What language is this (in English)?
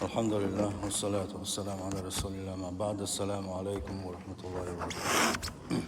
Chechen